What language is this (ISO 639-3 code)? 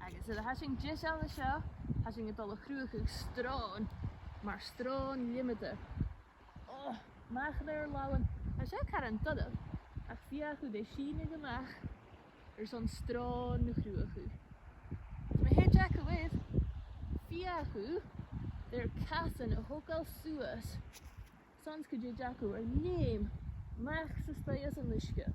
gla